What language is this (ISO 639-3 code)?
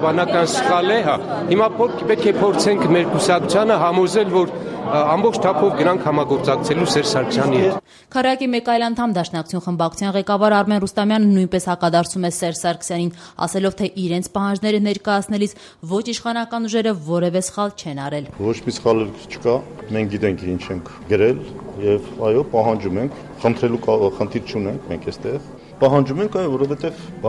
hye